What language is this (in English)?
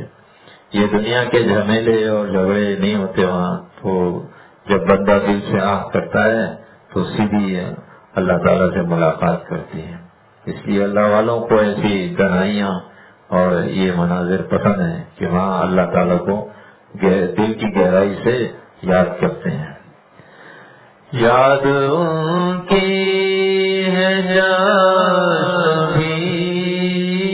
Urdu